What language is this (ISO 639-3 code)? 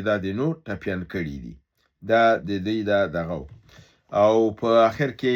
pus